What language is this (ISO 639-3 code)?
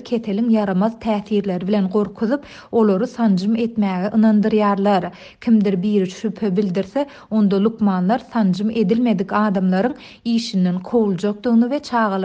tuk